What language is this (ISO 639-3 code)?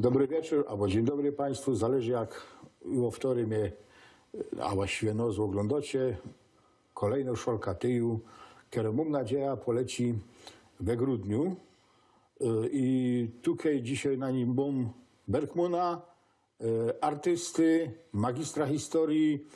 szl